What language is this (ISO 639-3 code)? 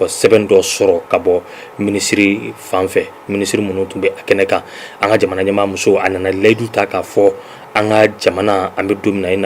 bam